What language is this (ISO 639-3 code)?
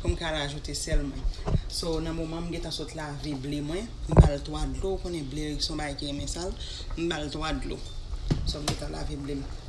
hat